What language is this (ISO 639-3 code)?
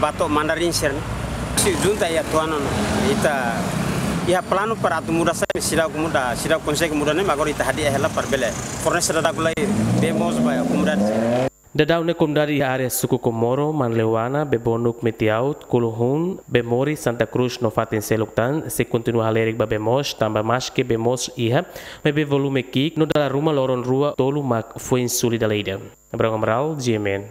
tet